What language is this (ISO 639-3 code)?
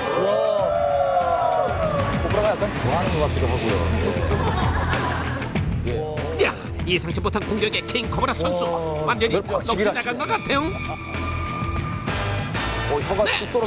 kor